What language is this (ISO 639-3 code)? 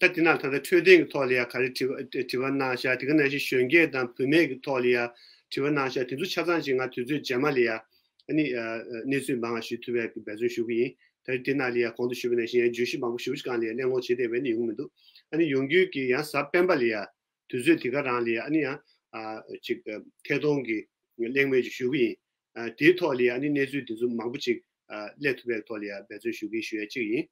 bod